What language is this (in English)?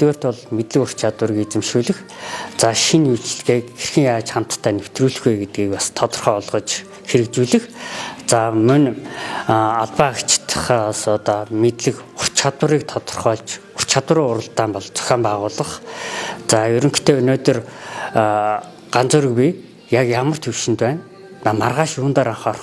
Mongolian